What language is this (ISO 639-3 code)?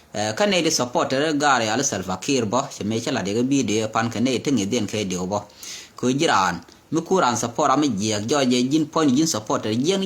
nus